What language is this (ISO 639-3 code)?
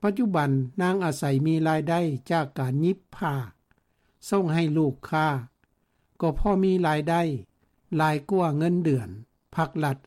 lao